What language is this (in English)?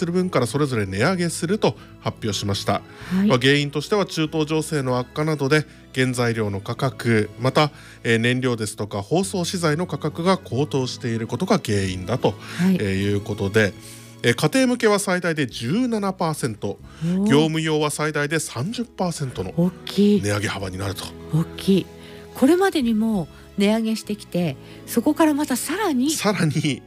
Japanese